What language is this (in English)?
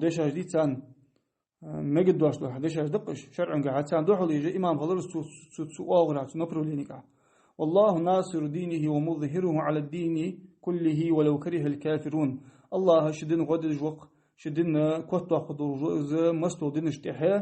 Ingush